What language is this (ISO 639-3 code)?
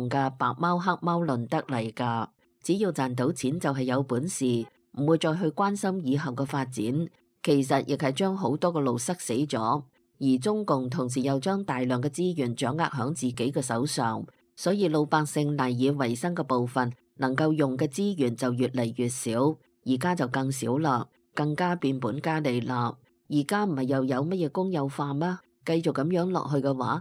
yue